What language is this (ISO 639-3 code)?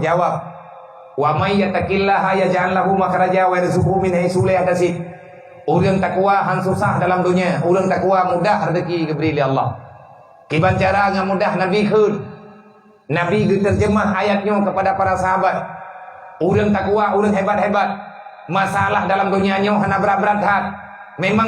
ace